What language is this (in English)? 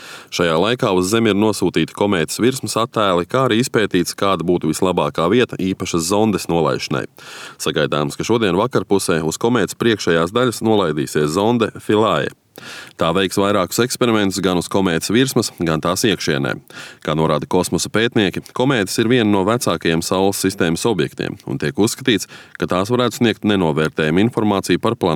Latvian